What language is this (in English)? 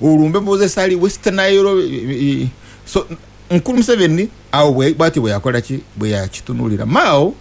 Ganda